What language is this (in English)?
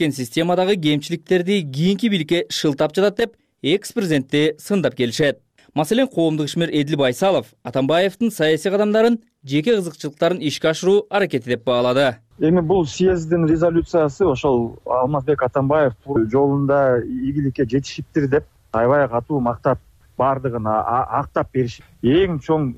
Kyrgyz